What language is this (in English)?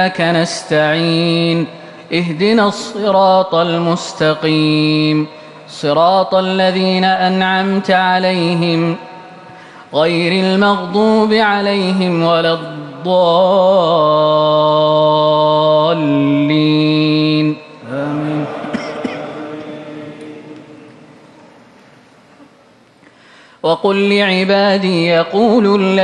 Arabic